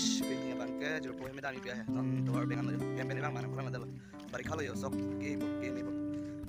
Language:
Karbi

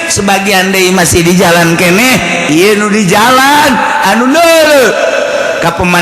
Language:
Sundanese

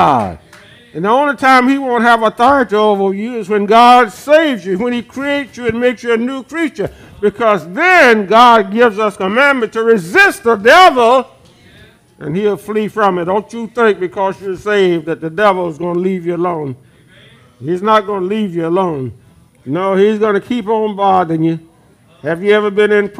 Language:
English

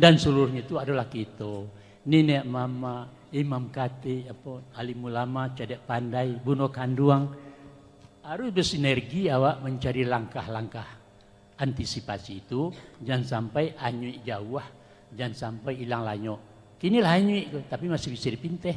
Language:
Minangkabau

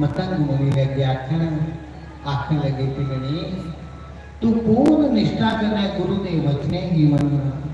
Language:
Dogri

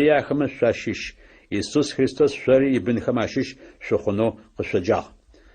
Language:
Adyghe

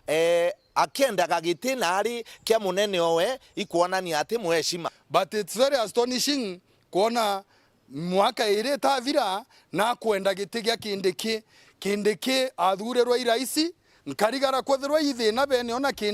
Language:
Meru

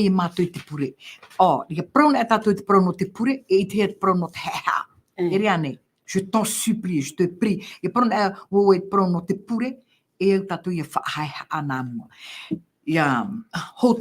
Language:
Tahitian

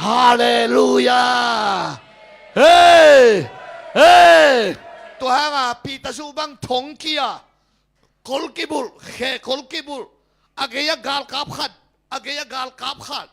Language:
Tedim Chin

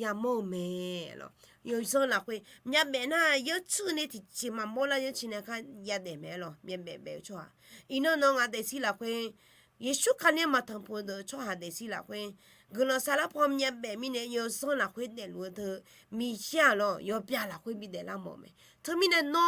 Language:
Akha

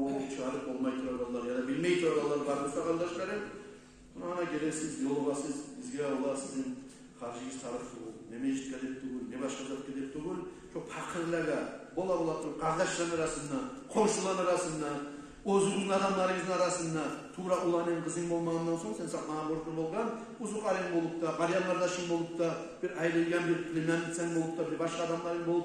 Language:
Kumyk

